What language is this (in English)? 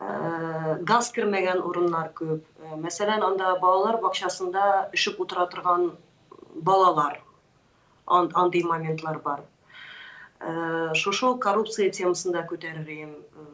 Tatar